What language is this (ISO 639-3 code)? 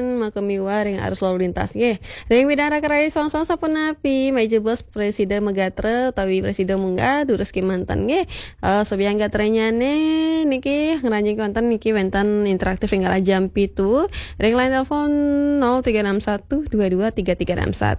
ban